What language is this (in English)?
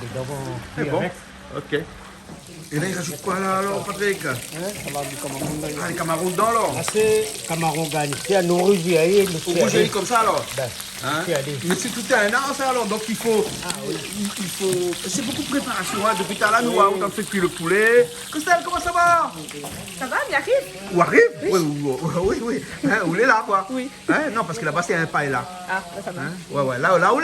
Réunion Creole French